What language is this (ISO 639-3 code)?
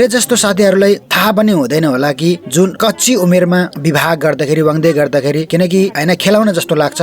nep